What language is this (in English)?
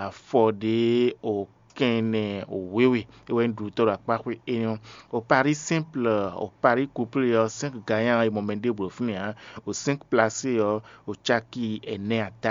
Fon